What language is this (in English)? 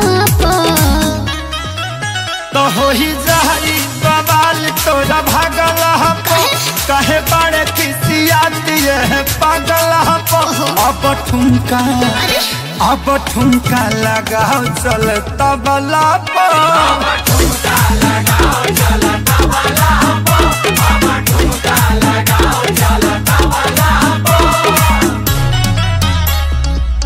Bhojpuri